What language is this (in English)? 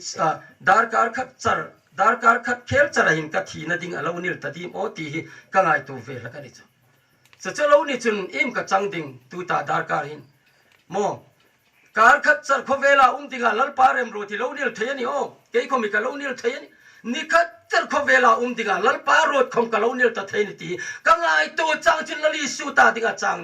Hmar